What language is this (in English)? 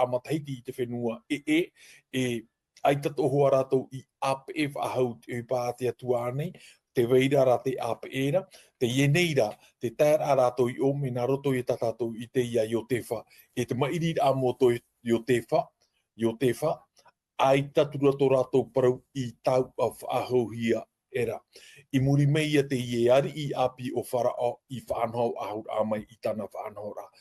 Tahitian